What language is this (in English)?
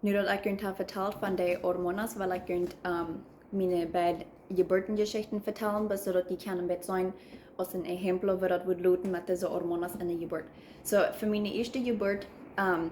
Plautdietsch